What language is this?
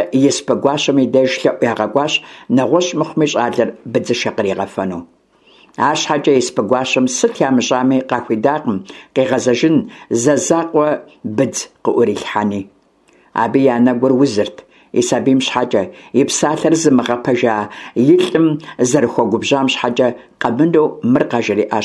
Kabardian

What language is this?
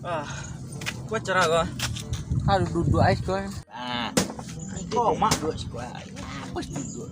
Minangkabau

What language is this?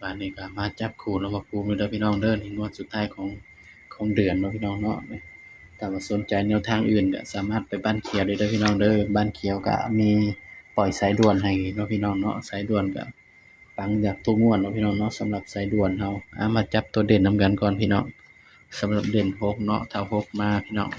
Northeastern Thai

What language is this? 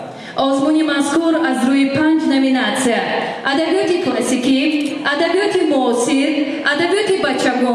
Tajik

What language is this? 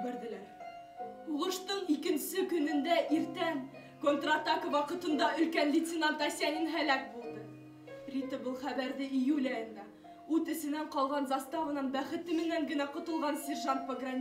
Bashkir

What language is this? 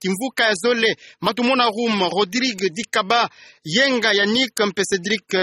Kituba (Democratic Republic of Congo)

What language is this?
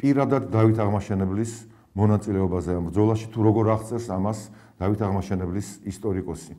Georgian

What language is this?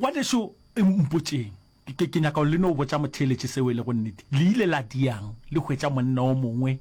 Northern Sotho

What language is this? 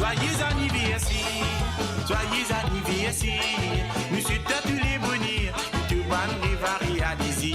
Morisyen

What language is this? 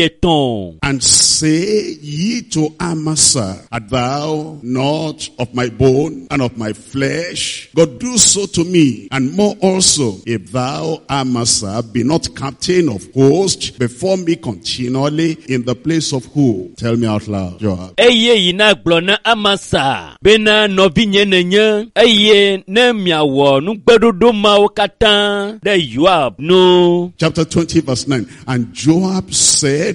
Ewe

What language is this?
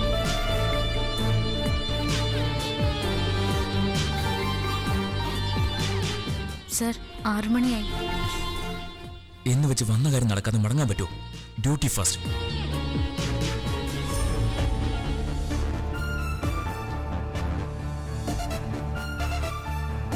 Malayalam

